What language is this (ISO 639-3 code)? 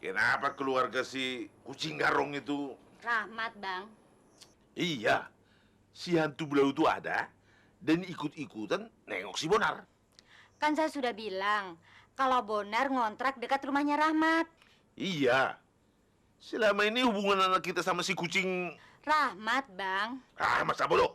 bew